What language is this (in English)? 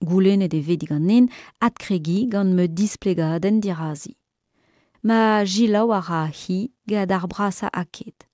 Breton